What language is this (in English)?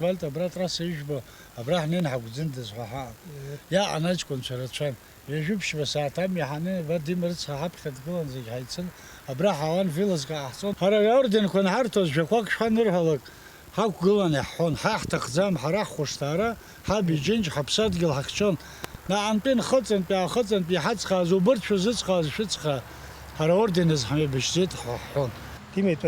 Abkhazian